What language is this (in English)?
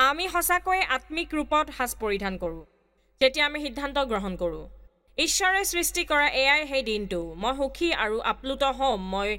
Assamese